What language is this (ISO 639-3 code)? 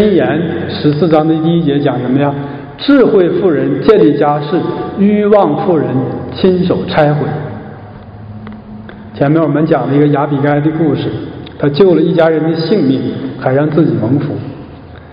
zho